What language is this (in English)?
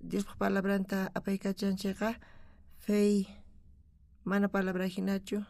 South Bolivian Quechua